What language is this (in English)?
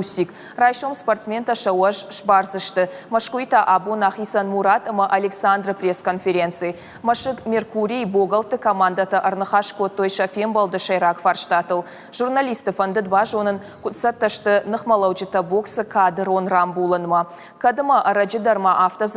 Ossetic